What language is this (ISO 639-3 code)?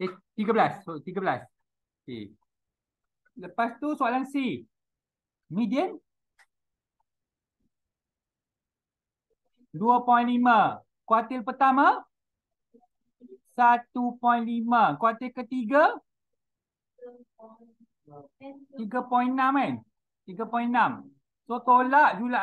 msa